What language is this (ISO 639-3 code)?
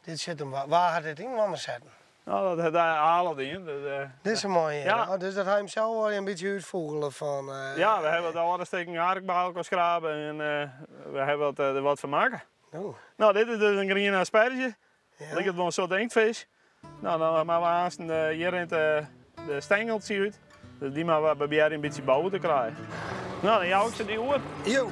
fry